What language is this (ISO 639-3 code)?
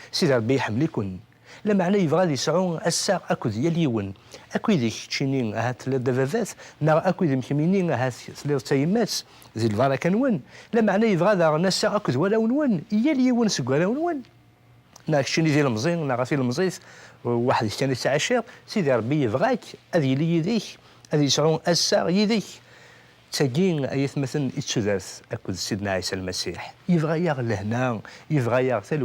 kab